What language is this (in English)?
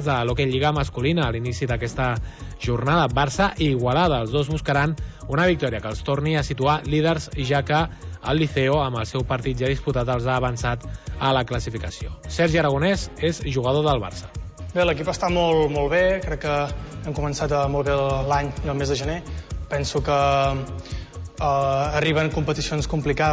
Catalan